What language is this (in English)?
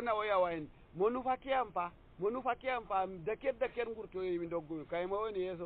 Nigerian Fulfulde